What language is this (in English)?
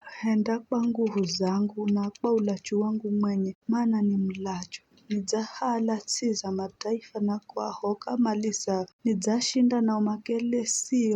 Giryama